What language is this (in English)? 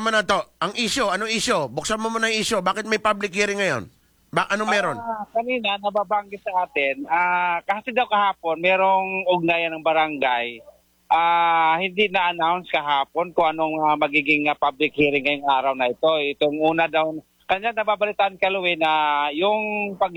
Filipino